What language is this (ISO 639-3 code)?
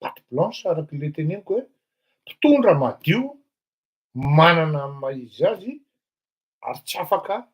mlg